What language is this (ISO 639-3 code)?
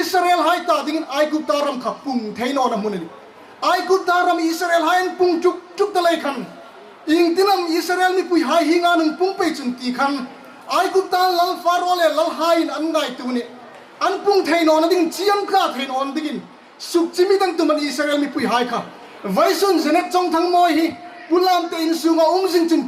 hmr